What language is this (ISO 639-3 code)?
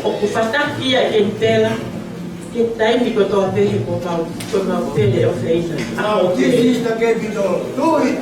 ton